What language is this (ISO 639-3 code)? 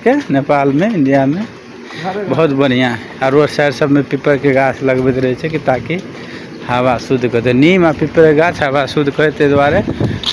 mai